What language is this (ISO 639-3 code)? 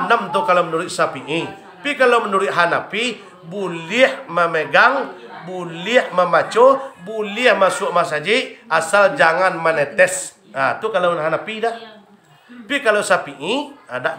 min